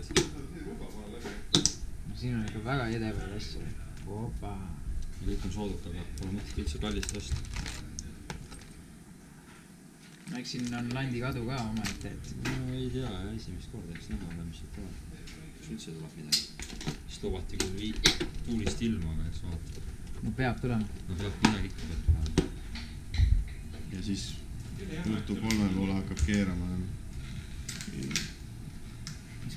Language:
Estonian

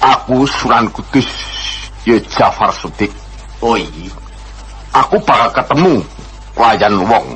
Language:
Javanese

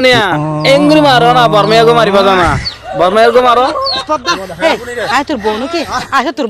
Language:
Rohingya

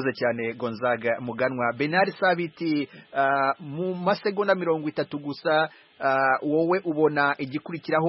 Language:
Kinyarwanda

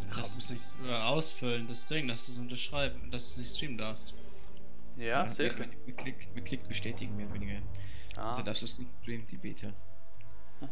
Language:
Swiss German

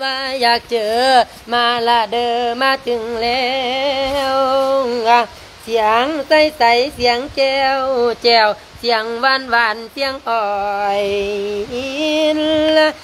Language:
Lao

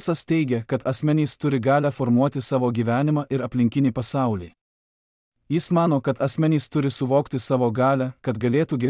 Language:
Lithuanian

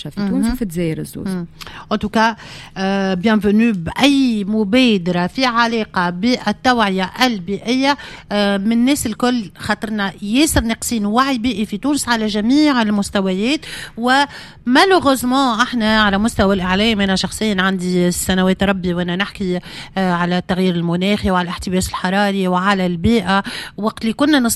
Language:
Tunisian Arabic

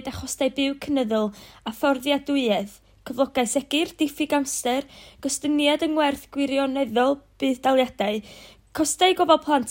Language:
Welsh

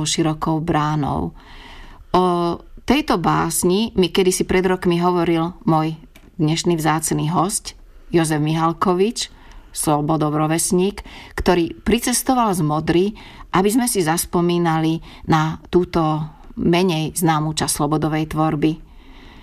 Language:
Slovak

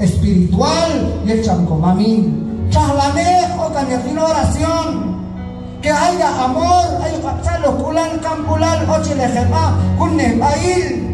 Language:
Q'anjob'al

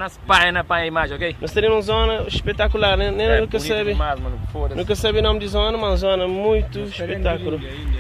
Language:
Kabuverdianu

